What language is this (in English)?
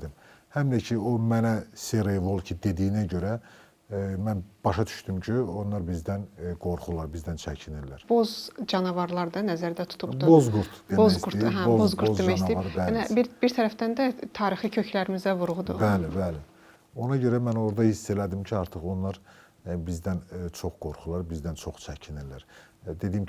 Azerbaijani